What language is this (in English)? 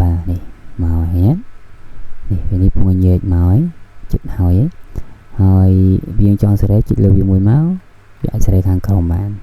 Khmer